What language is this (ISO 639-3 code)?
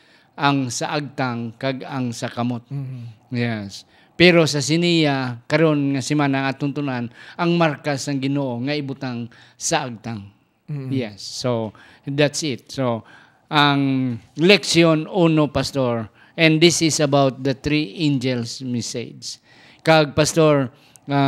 hil